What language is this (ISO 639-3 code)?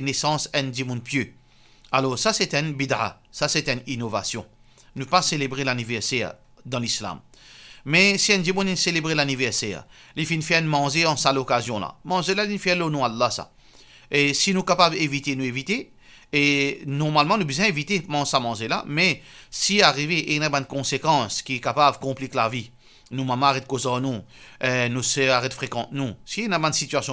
mfe